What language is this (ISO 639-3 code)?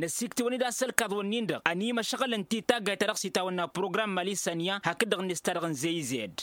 taq